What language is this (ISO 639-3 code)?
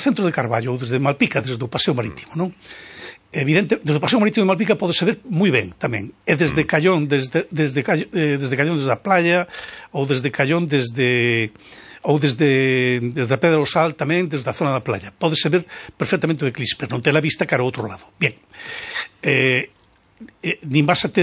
glg